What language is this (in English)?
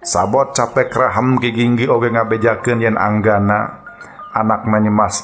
Sundanese